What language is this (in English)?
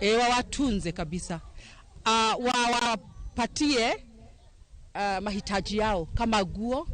Luo (Kenya and Tanzania)